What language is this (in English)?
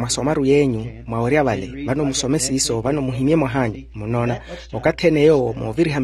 Makhuwa